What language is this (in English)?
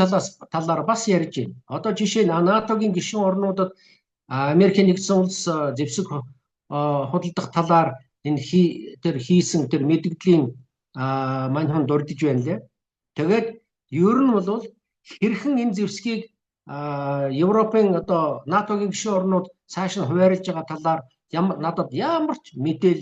Mongolian